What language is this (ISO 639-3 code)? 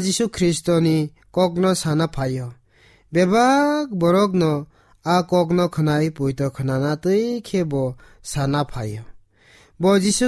trp